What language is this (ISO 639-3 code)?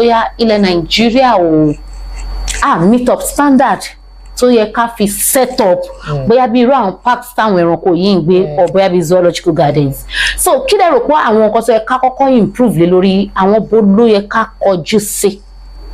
yor